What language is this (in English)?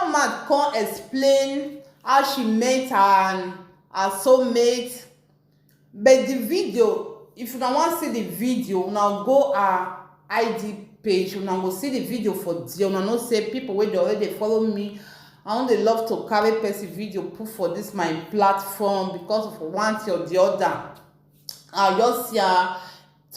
Nigerian Pidgin